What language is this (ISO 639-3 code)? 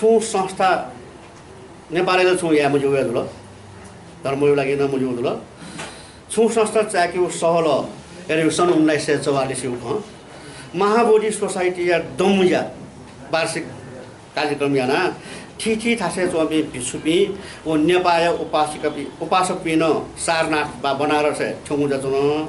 new